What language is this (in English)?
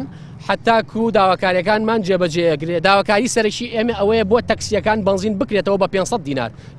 Central Kurdish